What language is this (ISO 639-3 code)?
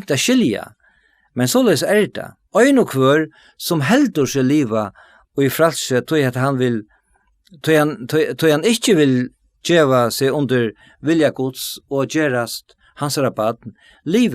fao